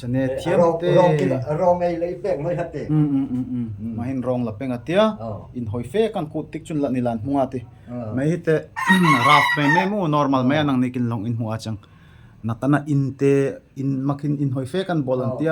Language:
Darlong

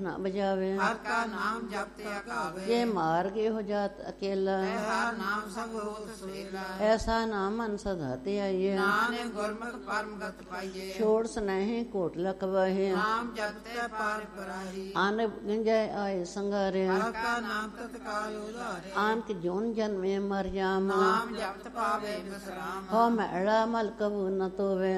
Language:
Punjabi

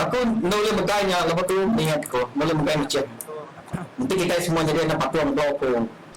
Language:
Iban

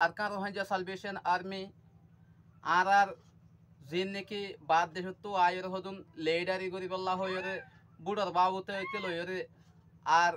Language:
Rohingya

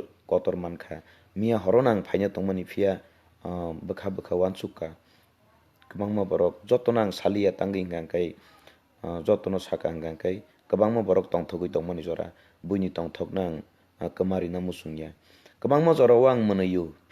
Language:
Kok Borok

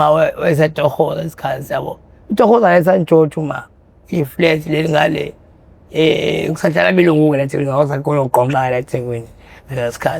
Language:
Zulu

